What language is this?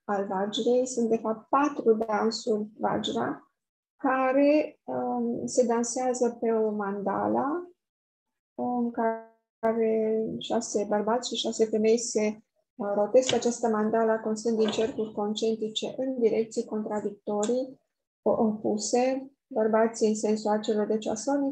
Romanian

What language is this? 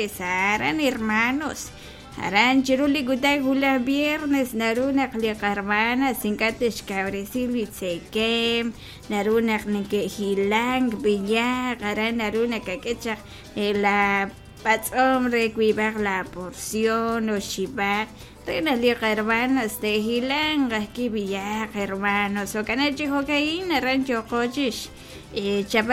Kekchí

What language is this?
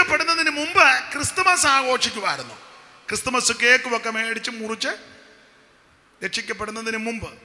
Malayalam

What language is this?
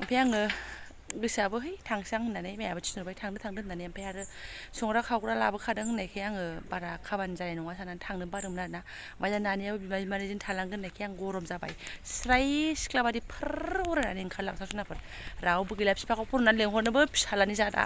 Bodo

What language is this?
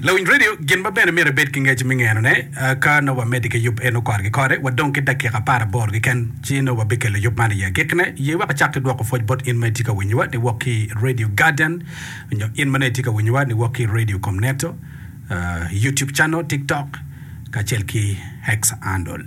Acoli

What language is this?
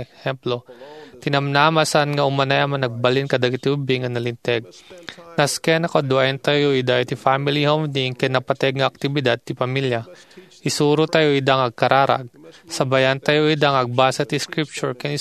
Iloko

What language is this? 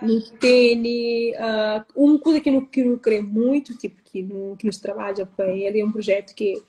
Kabuverdianu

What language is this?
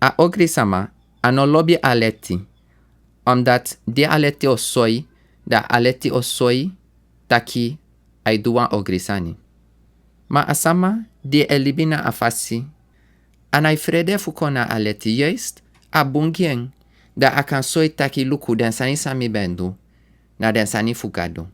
Sranan Tongo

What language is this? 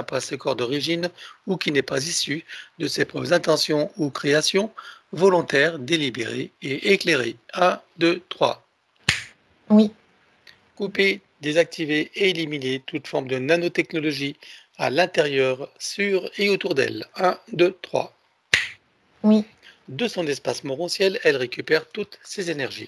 French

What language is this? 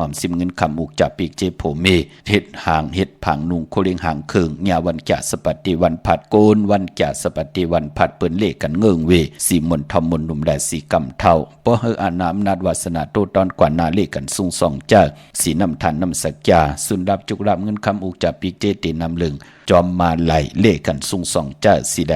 Shan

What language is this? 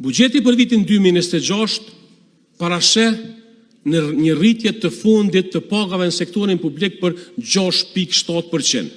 Albanian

